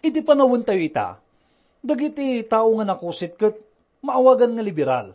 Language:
Iloko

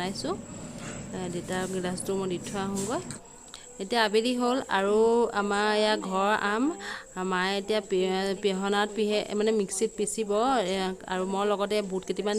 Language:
Assamese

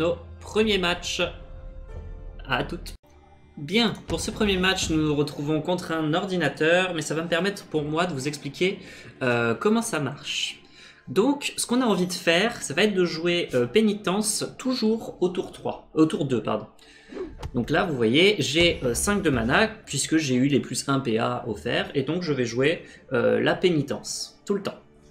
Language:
French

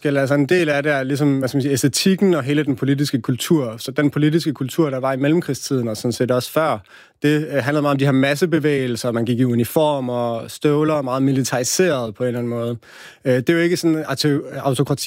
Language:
Danish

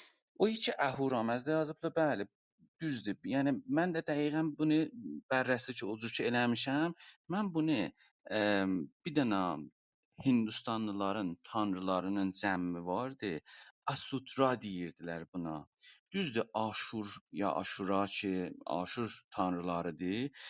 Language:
South Azerbaijani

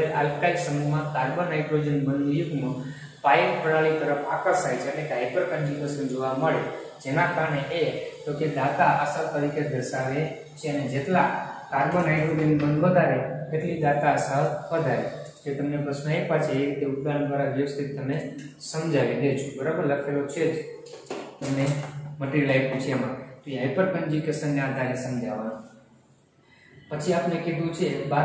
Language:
Gujarati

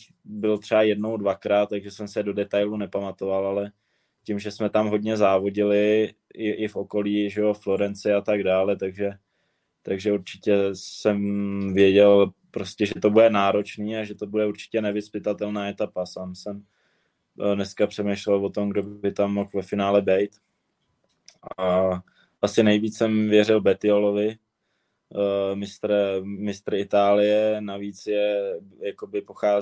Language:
Czech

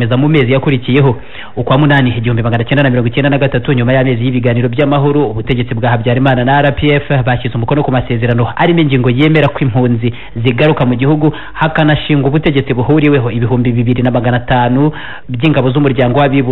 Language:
Kinyarwanda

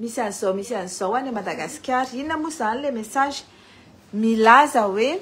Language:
Malagasy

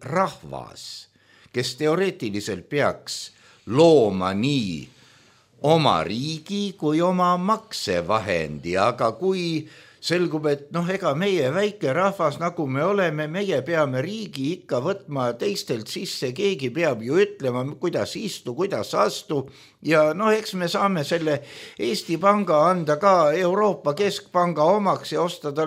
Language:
Estonian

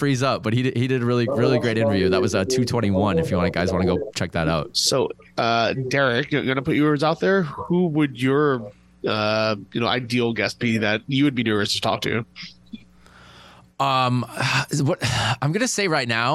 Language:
English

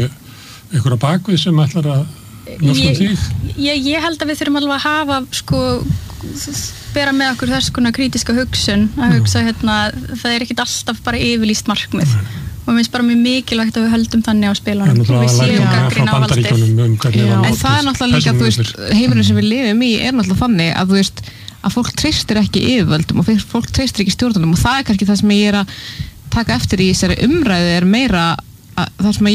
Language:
Icelandic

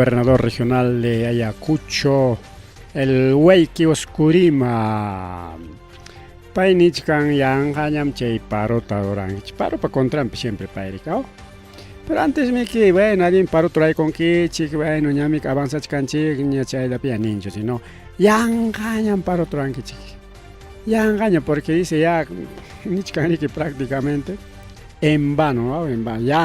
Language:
Ayacucho Quechua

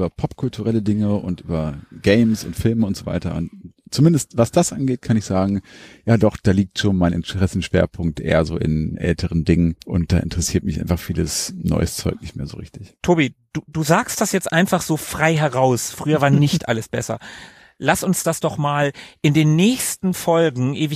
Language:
German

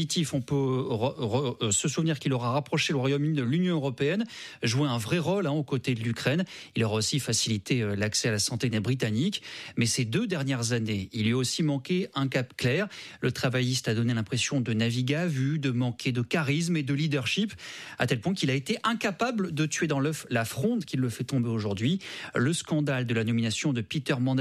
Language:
French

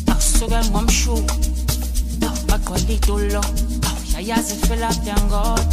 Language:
Zulu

